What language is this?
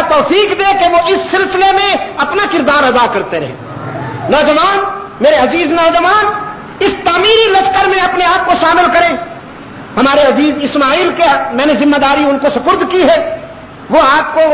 Urdu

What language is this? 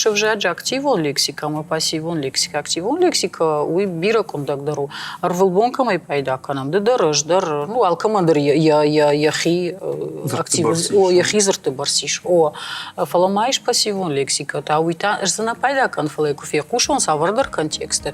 Ossetic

